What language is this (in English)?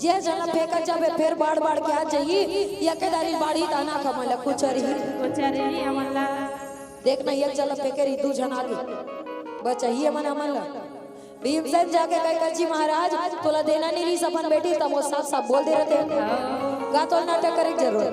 Chhattisgarhi